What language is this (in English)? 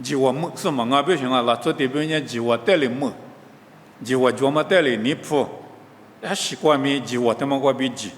Lisu